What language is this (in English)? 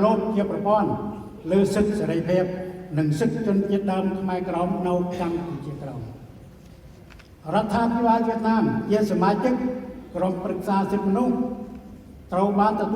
Khmer